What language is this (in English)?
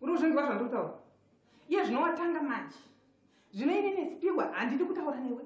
Shona